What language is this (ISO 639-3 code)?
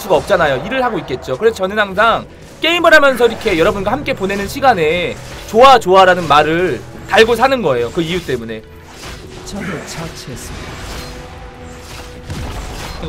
kor